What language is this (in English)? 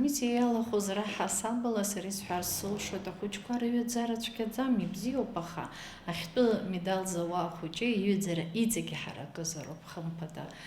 Abkhazian